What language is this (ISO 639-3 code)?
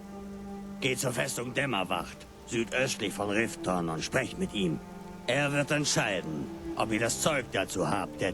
bar